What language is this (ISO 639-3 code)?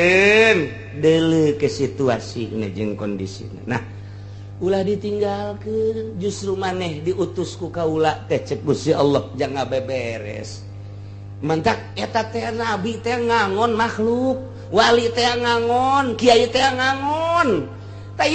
sun